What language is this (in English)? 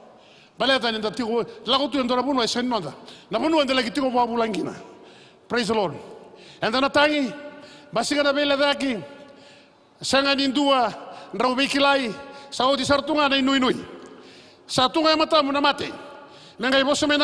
Fijian